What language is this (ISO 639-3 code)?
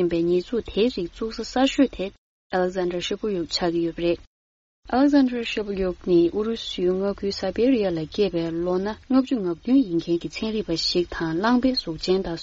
bod